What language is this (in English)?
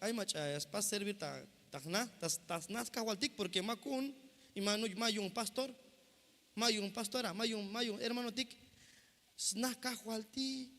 Tzeltal